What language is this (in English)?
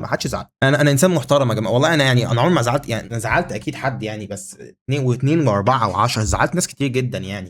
Egyptian Arabic